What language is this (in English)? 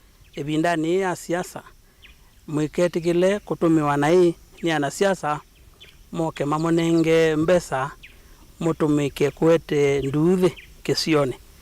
Kamba